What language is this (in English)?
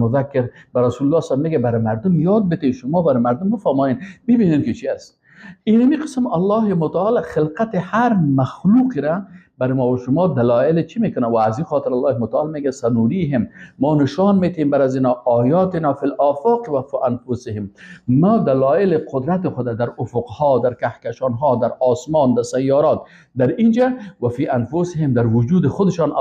Persian